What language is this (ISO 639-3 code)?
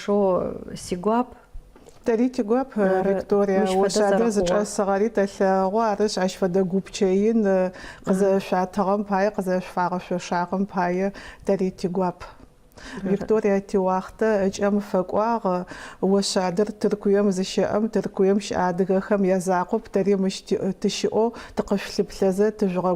ady